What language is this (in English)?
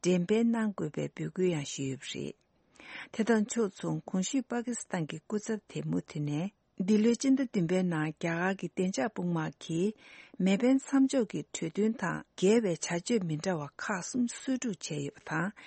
Tibetan